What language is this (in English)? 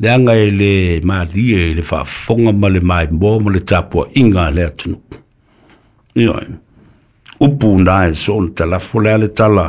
Samoan